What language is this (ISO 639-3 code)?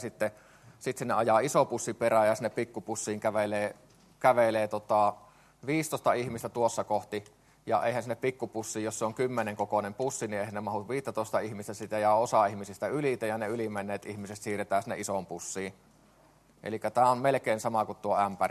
fin